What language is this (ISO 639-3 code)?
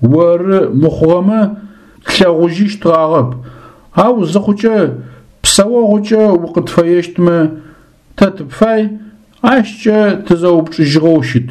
ady